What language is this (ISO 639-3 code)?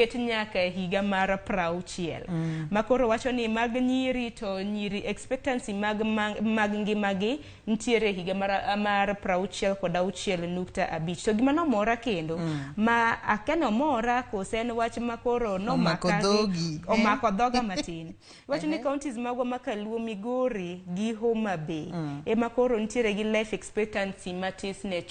luo